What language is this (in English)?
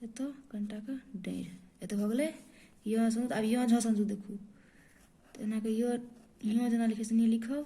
Maithili